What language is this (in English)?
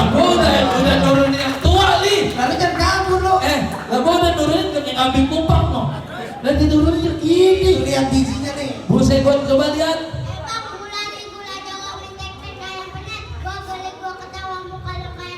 Betawi